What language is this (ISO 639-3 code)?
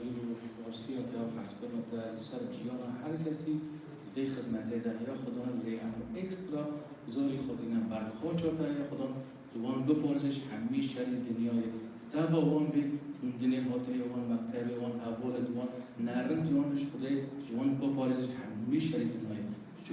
kur